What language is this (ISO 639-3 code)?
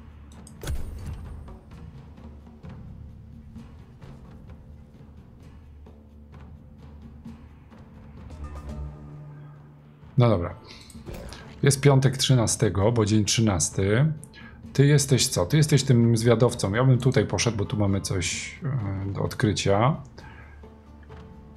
pol